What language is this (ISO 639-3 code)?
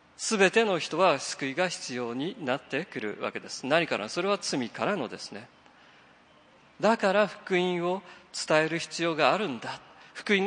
jpn